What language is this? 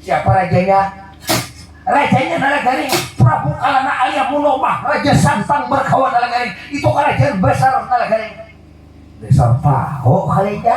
Banjar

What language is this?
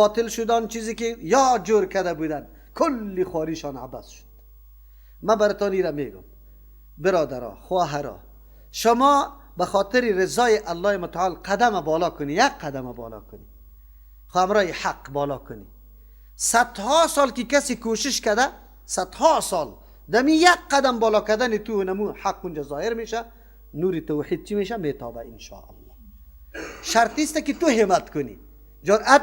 Persian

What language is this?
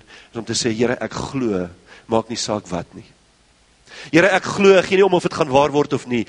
Afrikaans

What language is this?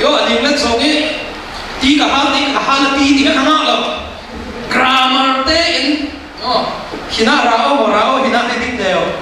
Falam Chin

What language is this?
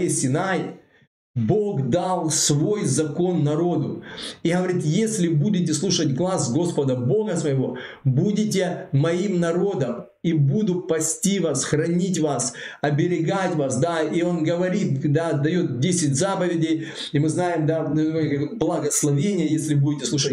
Russian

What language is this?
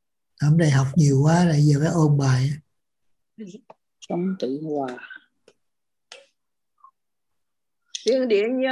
Vietnamese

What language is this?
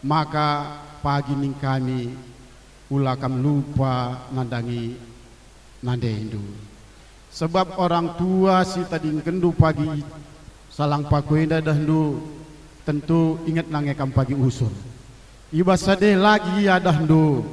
Batak Karo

